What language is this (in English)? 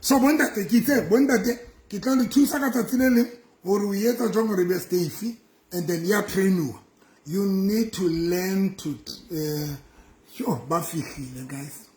Southern Sotho